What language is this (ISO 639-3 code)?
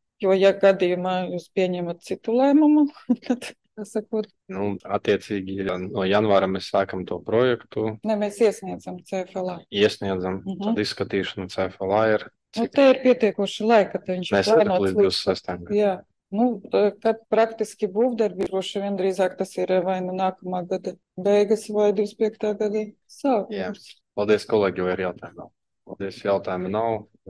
lav